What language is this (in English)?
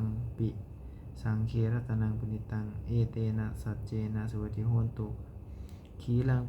Pali